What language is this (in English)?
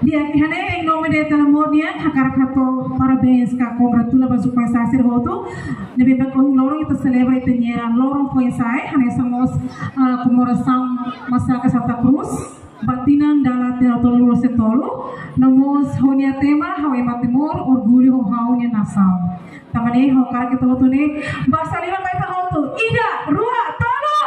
Tetum